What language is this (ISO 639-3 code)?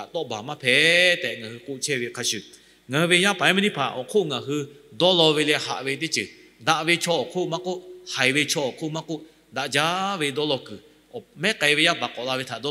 lhu